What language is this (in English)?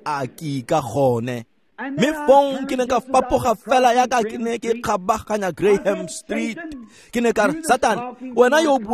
Tswana